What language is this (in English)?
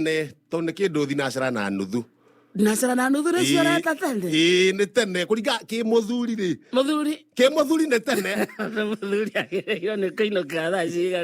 Kikuyu